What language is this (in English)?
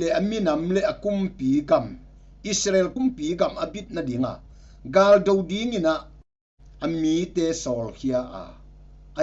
Tedim Chin